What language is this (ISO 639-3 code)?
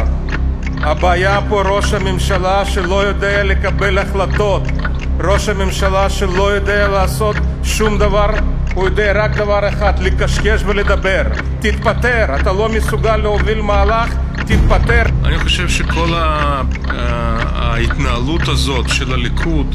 heb